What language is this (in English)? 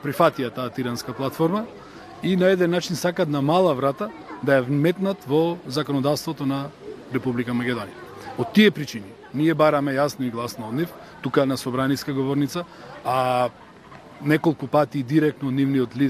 Macedonian